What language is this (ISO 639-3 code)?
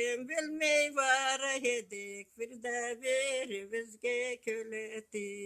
krc